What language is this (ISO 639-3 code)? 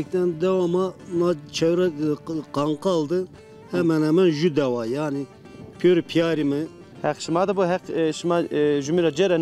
zza